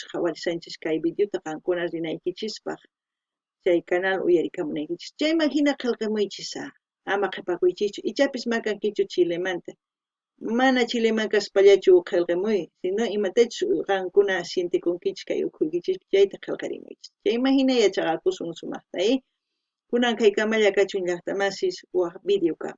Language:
South Bolivian Quechua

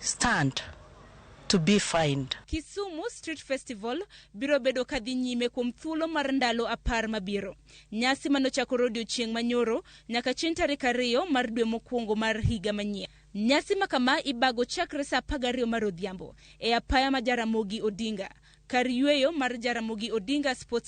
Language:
Luo (Kenya and Tanzania)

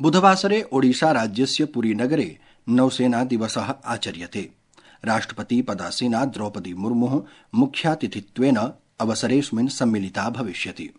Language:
Sanskrit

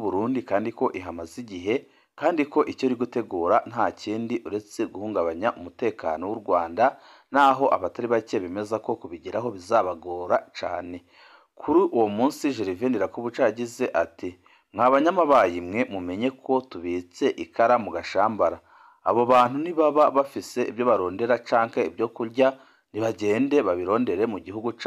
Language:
Rundi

